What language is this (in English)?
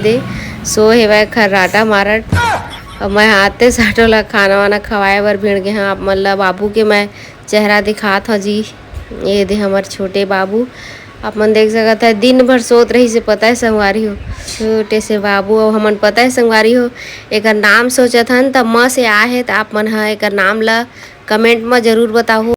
Chhattisgarhi